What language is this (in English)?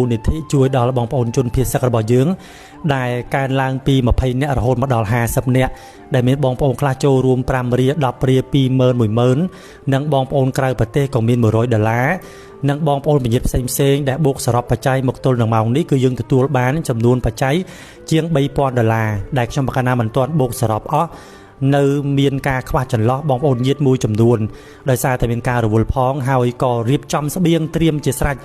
Khmer